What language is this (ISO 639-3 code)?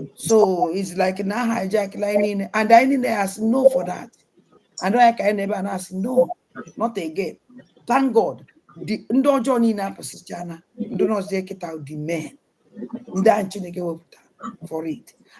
ibo